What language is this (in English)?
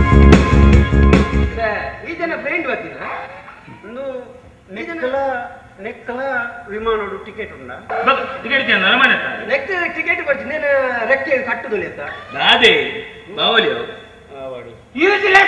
Tulu